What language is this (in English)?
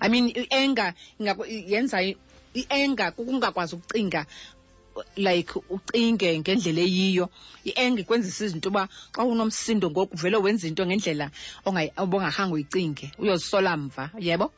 Xhosa